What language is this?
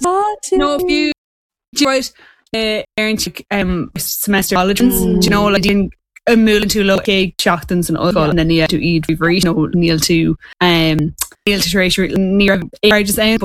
Irish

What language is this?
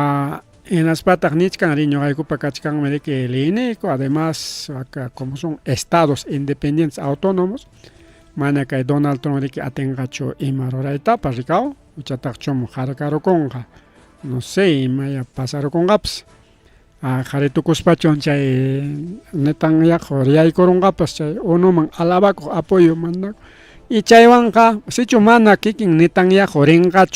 Ayacucho Quechua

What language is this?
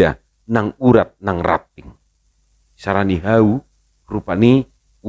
Batak Toba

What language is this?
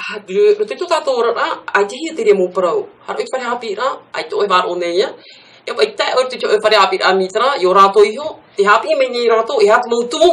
Tahitian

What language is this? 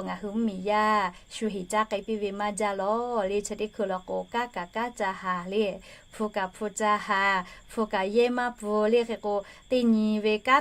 Lahu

